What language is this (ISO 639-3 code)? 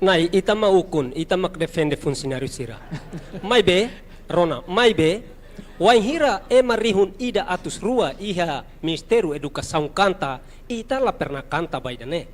tet